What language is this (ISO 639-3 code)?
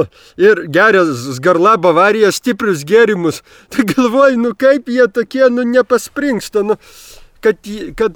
lit